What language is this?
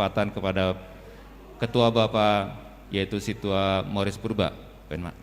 Batak Simalungun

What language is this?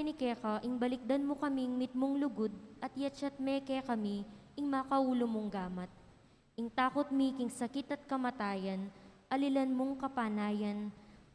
Pampanga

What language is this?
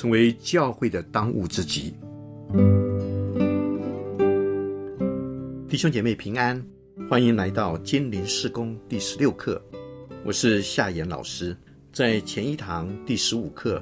Chinese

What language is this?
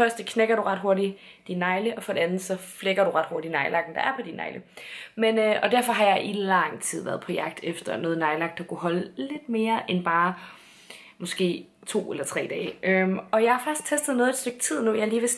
Danish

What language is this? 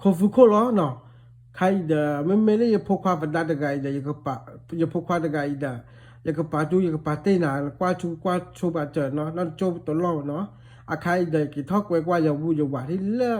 S'gaw Karen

